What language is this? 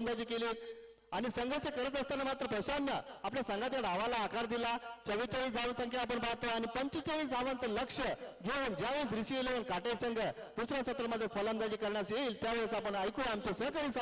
Marathi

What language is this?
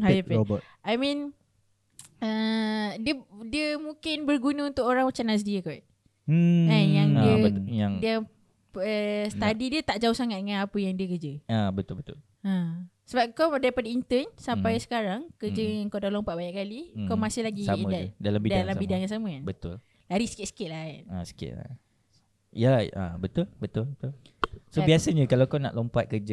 Malay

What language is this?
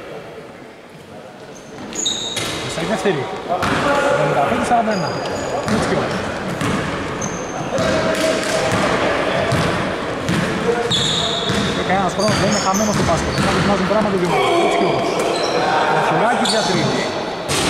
Greek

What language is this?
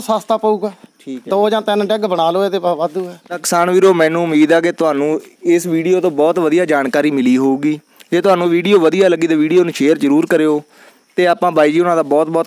Punjabi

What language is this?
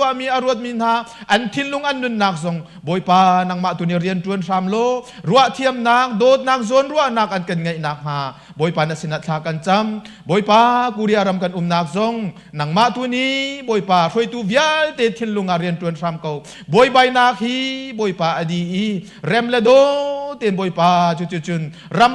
Hakha Chin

